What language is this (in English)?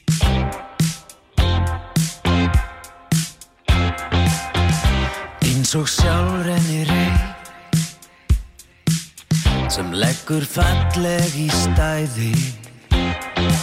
Icelandic